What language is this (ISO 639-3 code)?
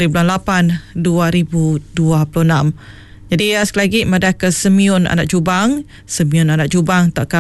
iba